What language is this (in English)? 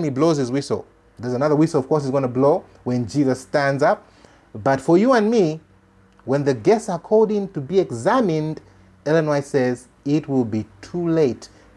English